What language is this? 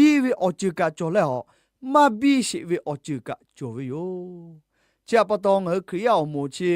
Lahu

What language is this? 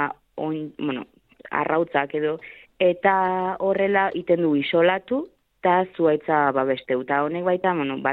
Basque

